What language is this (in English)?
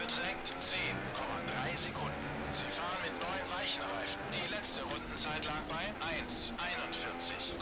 Swiss German